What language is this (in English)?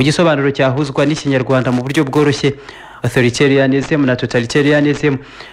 Kinyarwanda